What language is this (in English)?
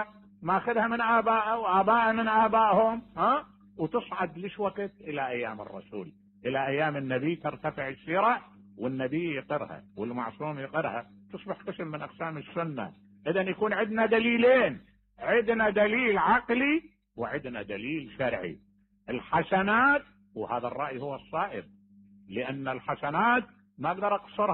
Mesopotamian Arabic